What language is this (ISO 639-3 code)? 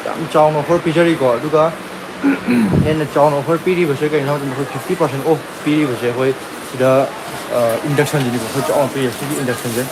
mni